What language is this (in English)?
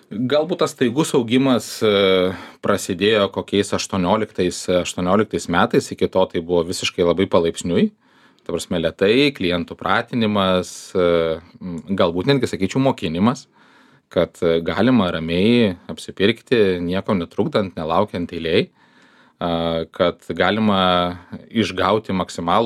Lithuanian